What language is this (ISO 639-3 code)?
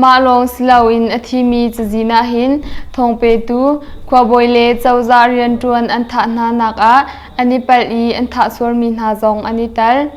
cnh